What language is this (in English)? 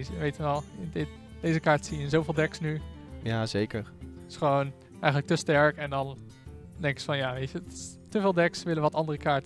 Dutch